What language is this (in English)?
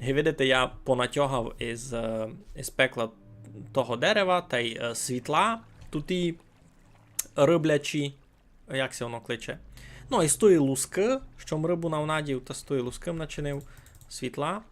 Rusyn